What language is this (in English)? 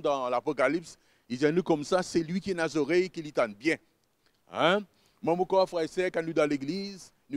Morisyen